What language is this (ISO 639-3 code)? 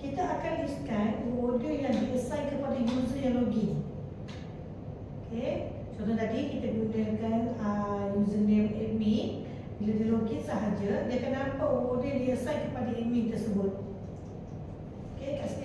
msa